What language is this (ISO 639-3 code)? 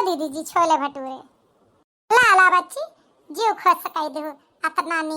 awa